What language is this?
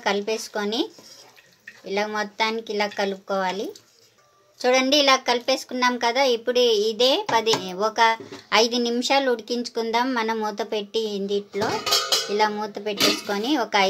Telugu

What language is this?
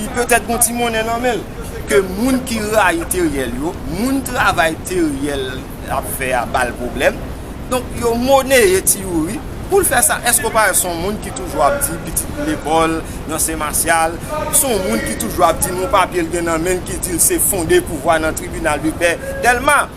Haitian Creole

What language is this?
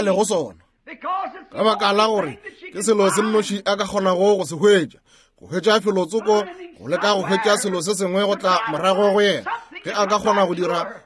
Northern Sotho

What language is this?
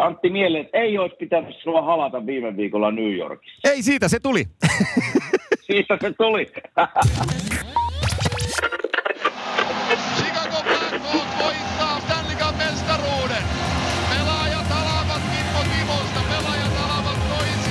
Finnish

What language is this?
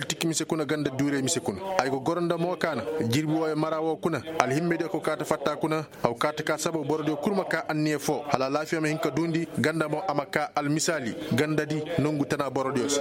Koyraboro Senni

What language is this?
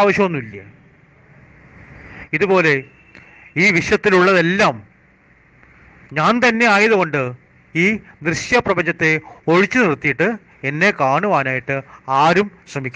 Malayalam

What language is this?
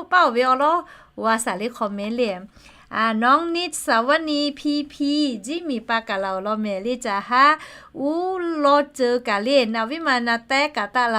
Lahu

